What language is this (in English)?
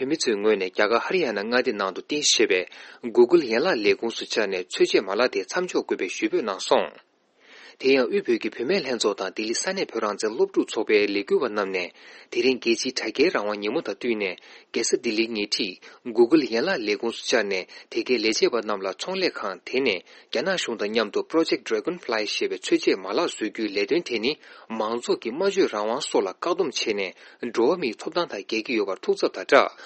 Tibetan